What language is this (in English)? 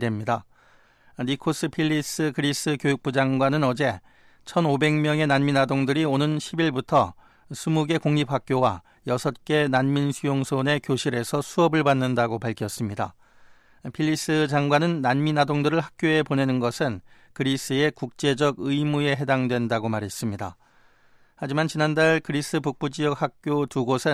Korean